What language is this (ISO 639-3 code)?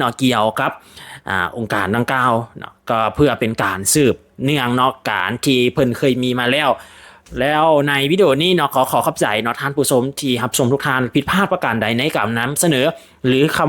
lao